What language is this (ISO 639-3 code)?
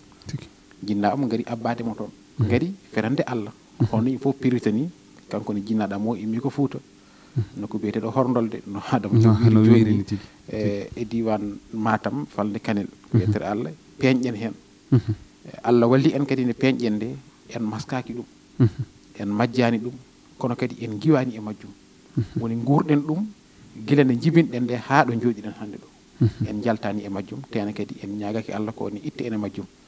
ful